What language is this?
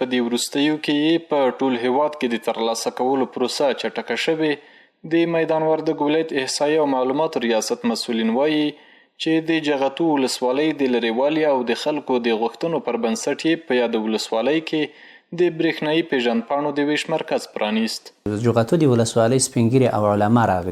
Pashto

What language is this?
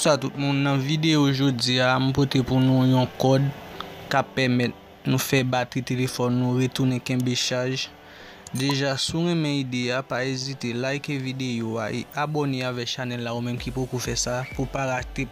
Haitian Creole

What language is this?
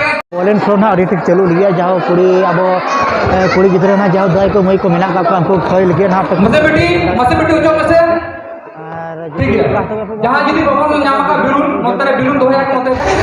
Santali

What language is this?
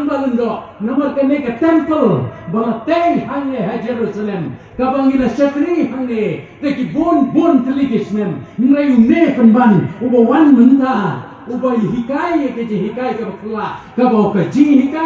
Khasi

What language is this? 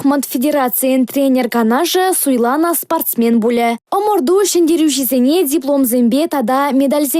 Chuvash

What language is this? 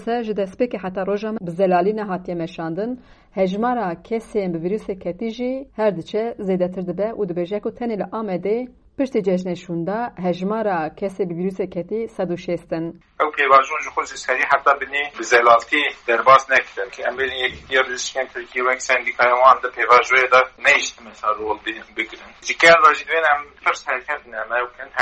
Kurdish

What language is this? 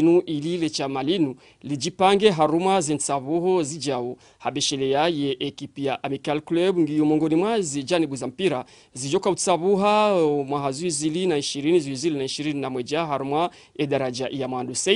Ngazidja Comorian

